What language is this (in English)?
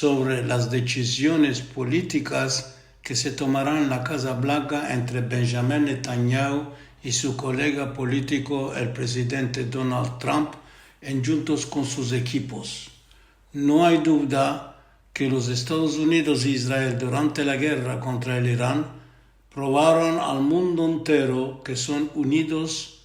Ladino